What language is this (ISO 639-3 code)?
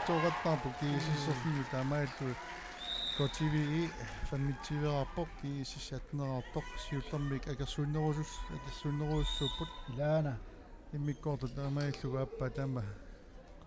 kal